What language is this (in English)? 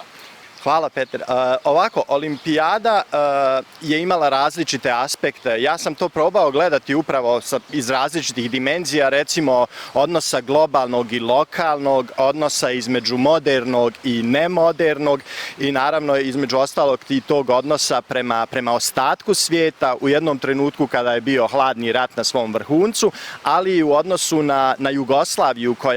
Bosnian